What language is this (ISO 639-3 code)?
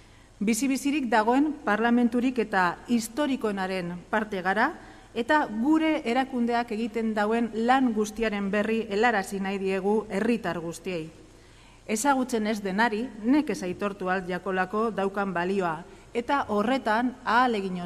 eus